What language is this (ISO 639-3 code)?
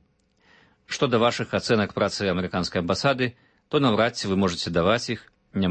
bel